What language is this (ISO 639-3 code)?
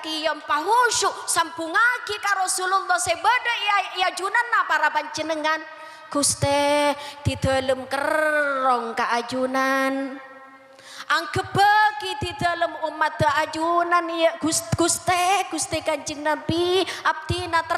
mad